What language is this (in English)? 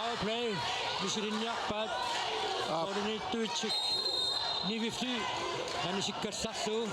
Kalaallisut